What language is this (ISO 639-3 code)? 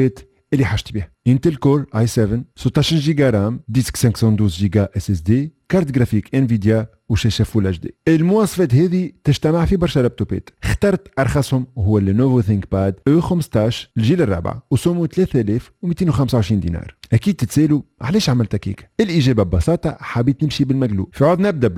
aeb